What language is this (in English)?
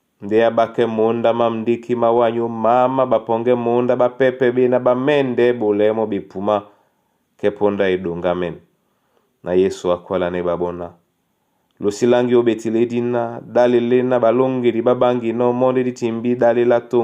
Duala